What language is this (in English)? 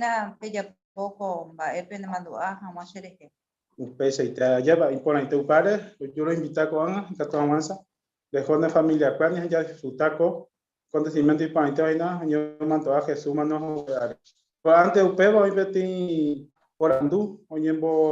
Guarani